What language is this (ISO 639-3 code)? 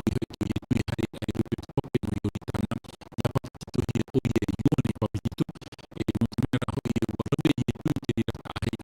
tah